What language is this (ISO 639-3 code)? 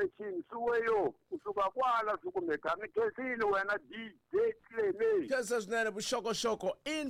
tso